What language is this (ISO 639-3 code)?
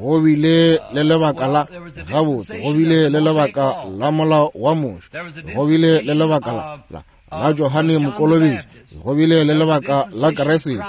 nso